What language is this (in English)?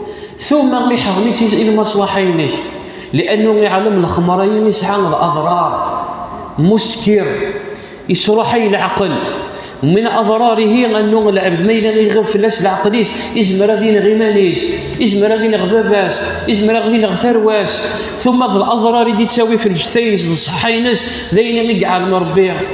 Kabyle